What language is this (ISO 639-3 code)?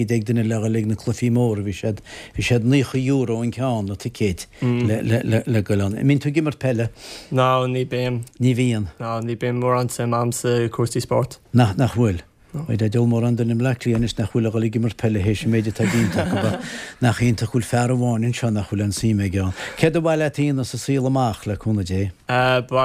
gle